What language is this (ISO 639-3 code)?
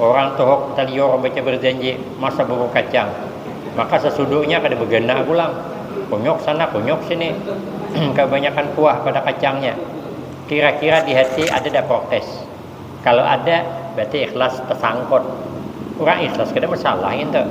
bjn